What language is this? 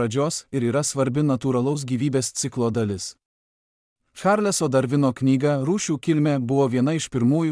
Lithuanian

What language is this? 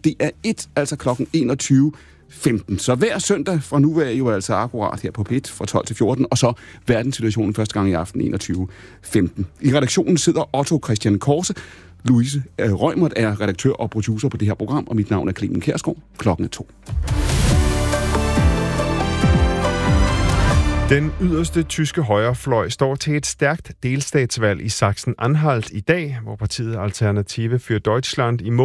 Danish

